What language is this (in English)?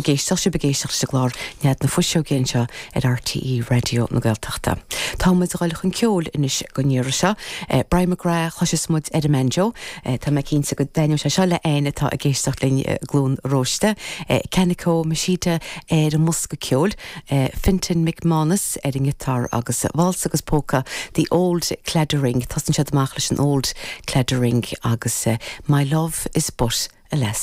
Irish